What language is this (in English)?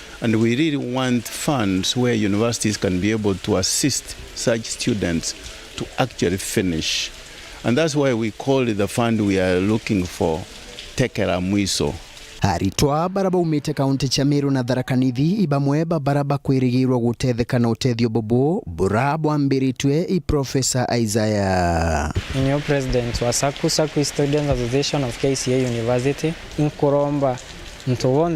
Meru